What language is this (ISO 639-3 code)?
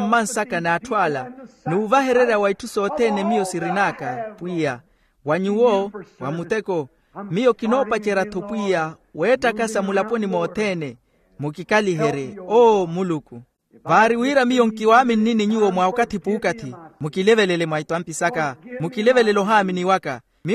vmw